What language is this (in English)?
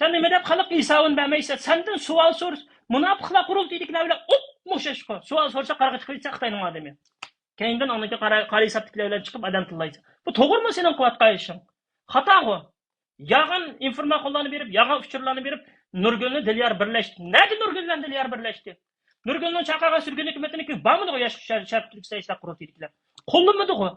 Uyghur